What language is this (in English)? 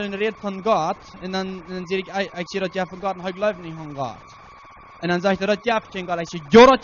Plautdietsch